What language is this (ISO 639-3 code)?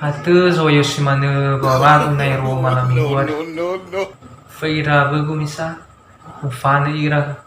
nia